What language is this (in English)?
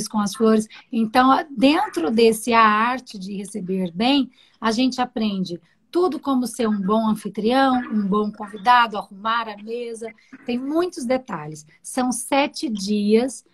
Portuguese